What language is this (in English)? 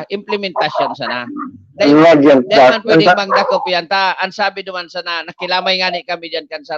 Bikol